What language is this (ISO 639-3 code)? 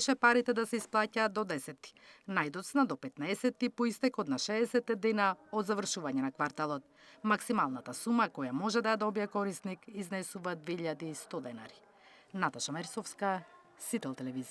mkd